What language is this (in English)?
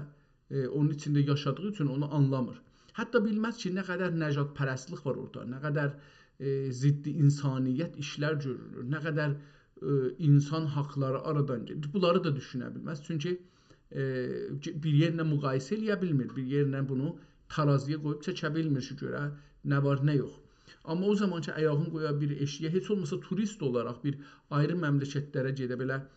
South Azerbaijani